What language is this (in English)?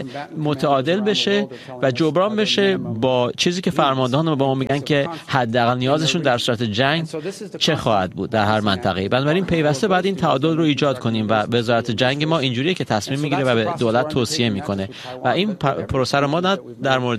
Persian